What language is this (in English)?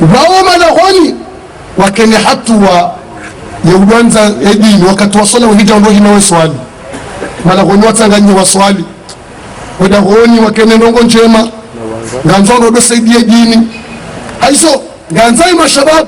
Ngazidja Comorian